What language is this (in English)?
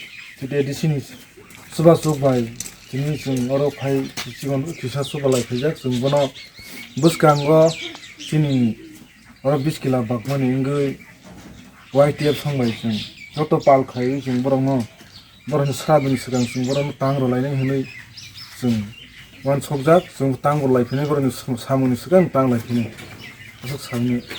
Kok Borok